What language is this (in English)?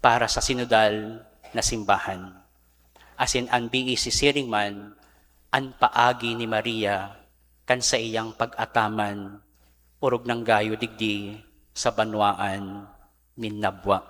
Bikol